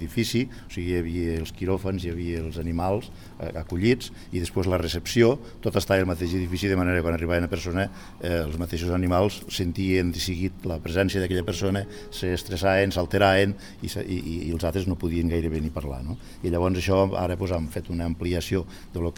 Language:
Catalan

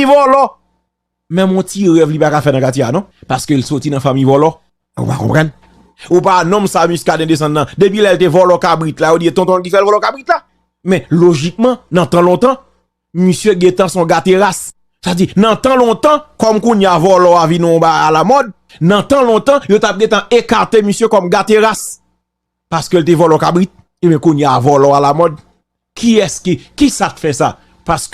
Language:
Haitian Creole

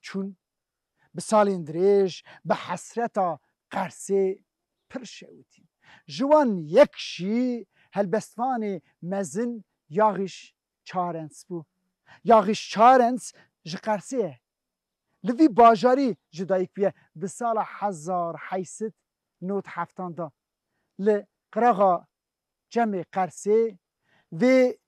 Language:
Kurdish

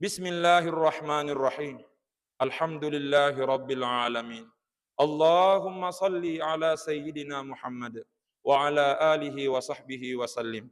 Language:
Buginese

